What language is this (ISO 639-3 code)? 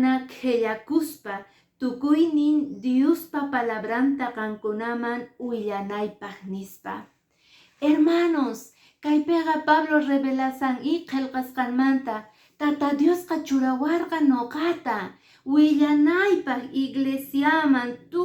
que